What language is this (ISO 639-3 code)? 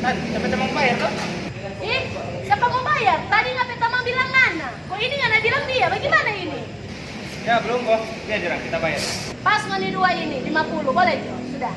xmm